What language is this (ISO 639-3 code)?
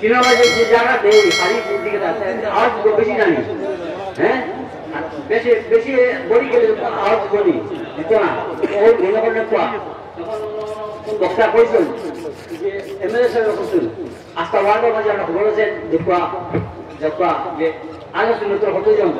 syl